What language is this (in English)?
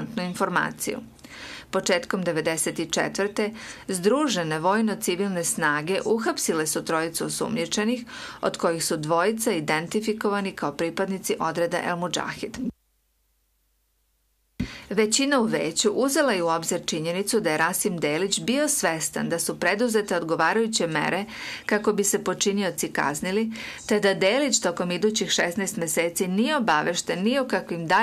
Serbian